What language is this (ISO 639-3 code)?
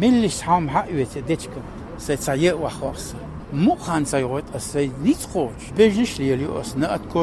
che